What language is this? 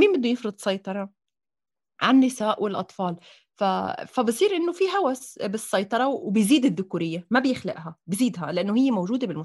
North Levantine Arabic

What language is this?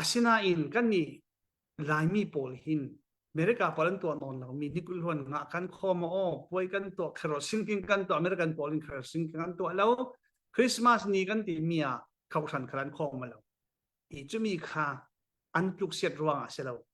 Falam Chin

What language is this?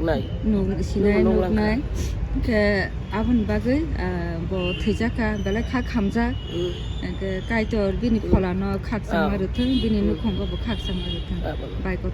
Kok Borok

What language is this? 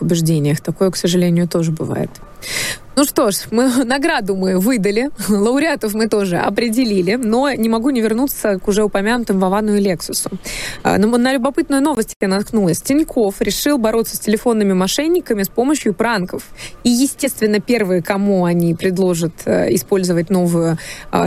Russian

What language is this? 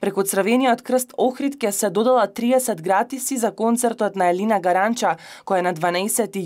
Macedonian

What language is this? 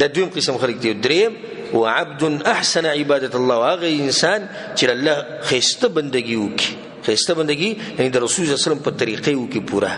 Pashto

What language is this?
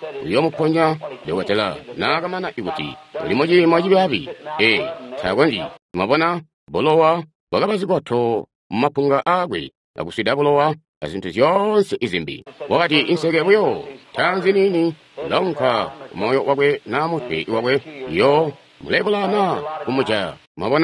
Tonga (Zambia)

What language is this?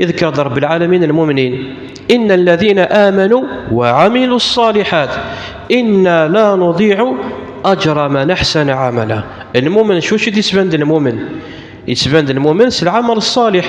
Kabyle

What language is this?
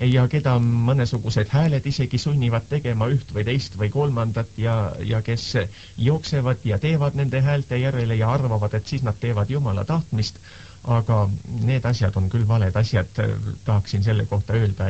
Estonian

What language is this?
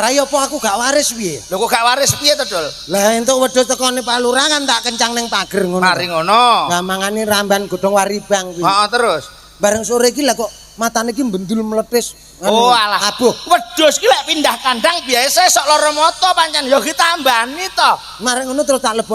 Javanese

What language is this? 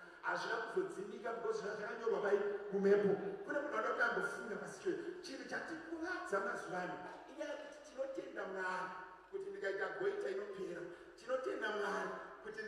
Shona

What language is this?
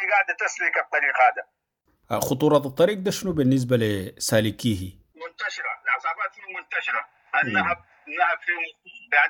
Sudanese Arabic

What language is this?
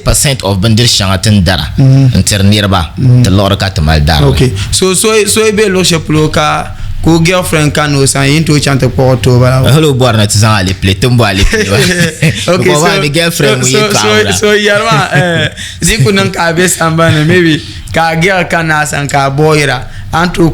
Dagbani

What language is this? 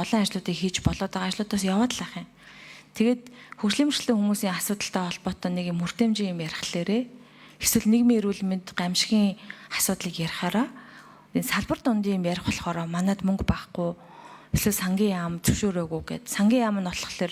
Mongolian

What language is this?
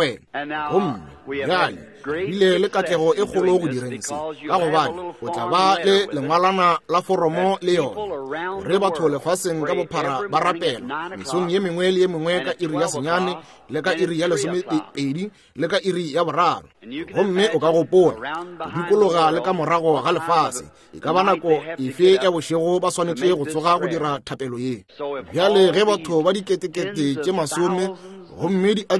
Northern Sotho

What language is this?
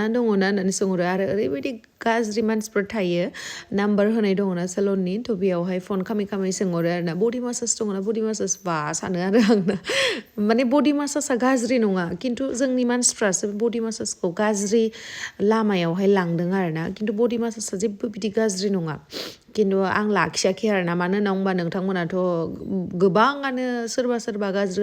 Bodo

